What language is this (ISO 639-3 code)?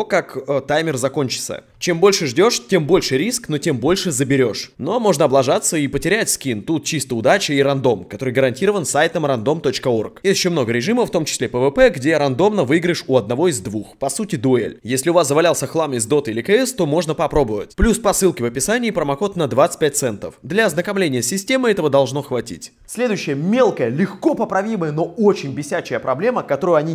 rus